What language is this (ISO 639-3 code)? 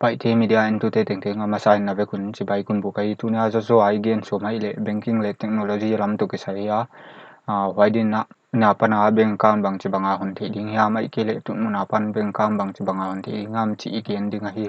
pck